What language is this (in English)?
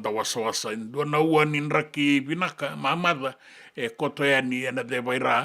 Fijian